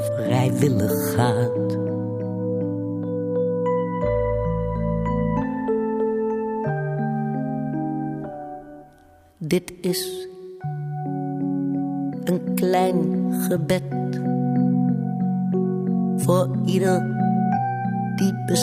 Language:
Dutch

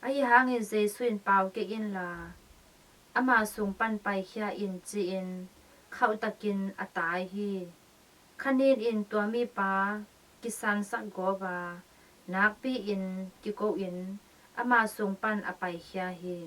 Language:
Tedim Chin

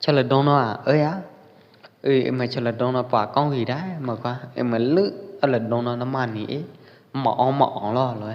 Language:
Pwo Eastern Karen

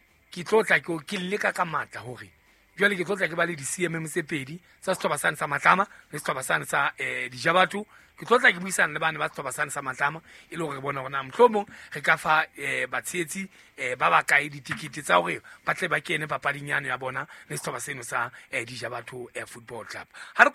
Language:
Southern Sotho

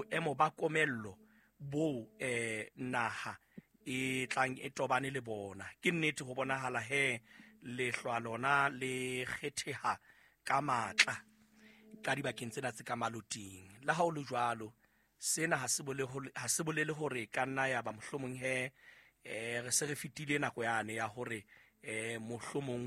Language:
Southern Sotho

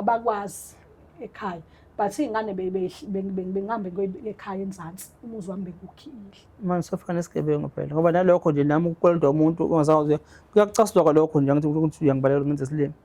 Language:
Zulu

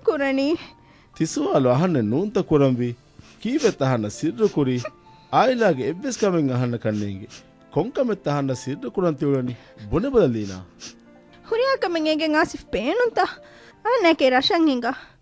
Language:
Divehi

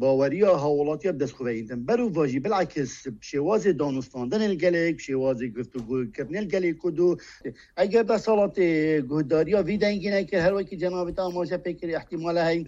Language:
Kurdish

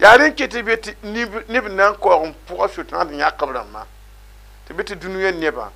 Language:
Mossi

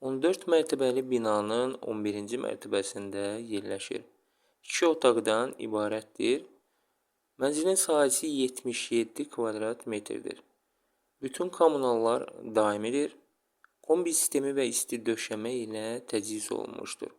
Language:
Azerbaijani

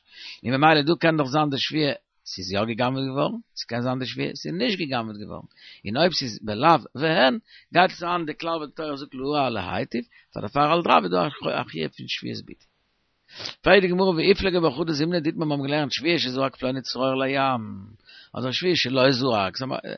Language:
Yiddish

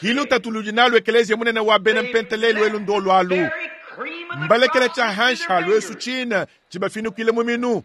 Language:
Luba-Lulua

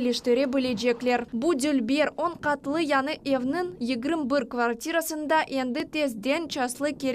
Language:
Crimean Tatar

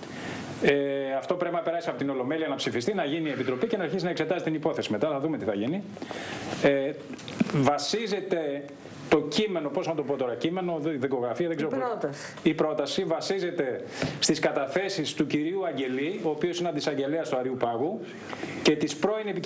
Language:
Greek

